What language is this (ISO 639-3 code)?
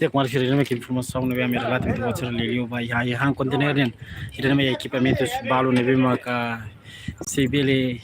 tet